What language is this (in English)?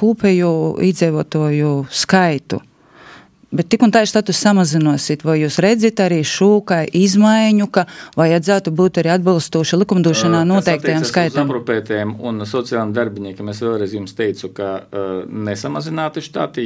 Latvian